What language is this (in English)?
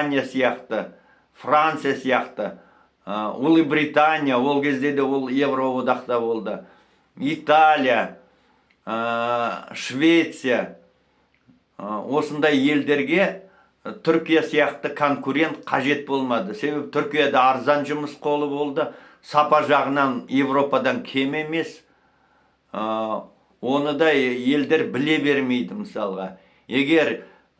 Kazakh